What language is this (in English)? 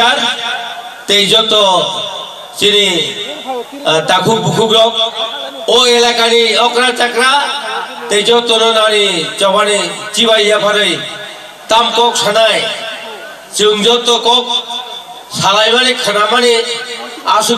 Kok Borok